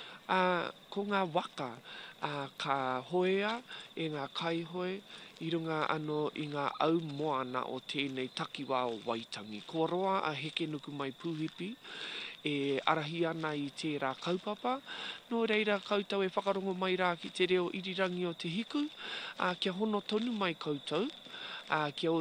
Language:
Māori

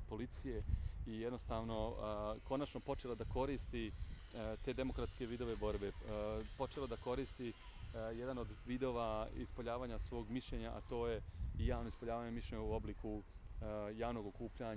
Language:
Bosnian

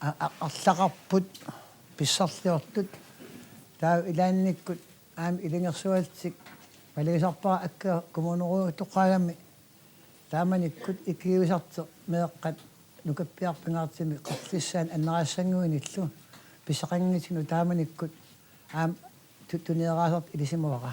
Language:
Kalaallisut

